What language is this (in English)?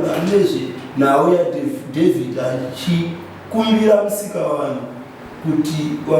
Shona